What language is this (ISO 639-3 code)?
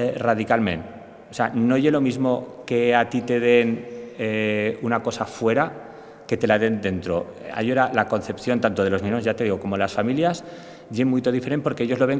arg